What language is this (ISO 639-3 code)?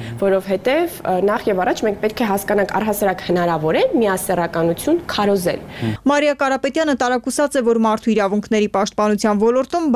hye